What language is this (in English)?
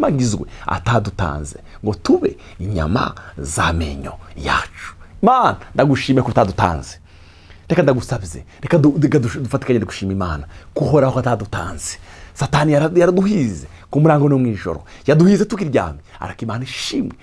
Rundi